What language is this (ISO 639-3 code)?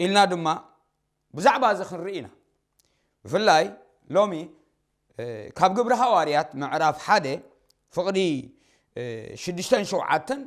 tir